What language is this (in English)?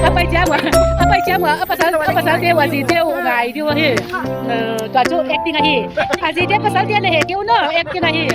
Paite Chin